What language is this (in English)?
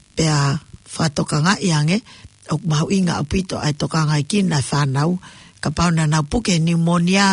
Tongan